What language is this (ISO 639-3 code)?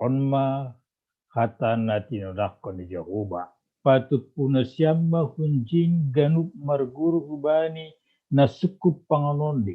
bts